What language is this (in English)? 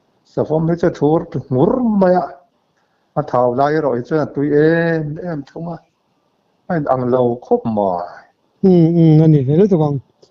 Mizo